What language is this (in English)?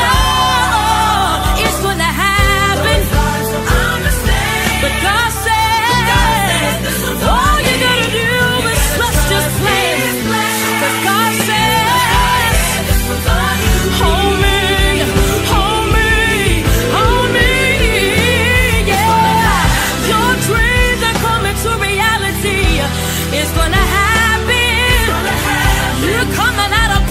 English